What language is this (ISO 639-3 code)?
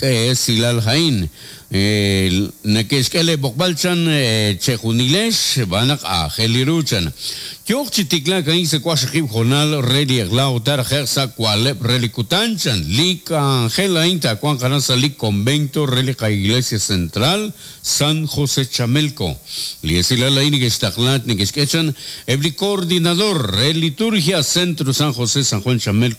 kek